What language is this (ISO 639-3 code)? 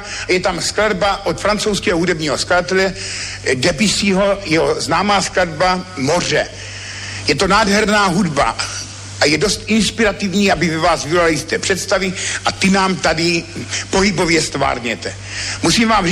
ces